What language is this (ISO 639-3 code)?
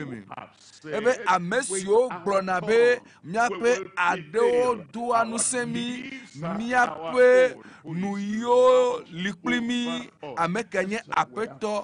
ewe